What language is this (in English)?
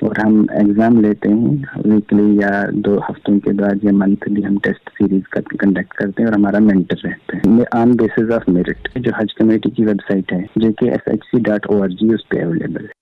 Gujari